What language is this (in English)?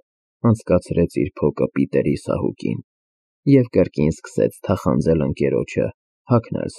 Armenian